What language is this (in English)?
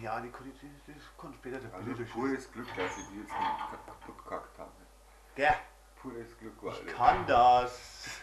Bavarian